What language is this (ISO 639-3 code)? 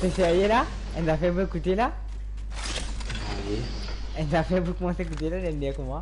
mfe